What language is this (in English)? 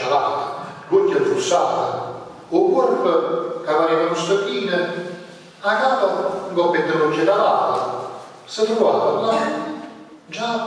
Neapolitan